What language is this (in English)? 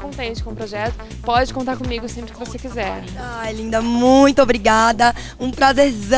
Portuguese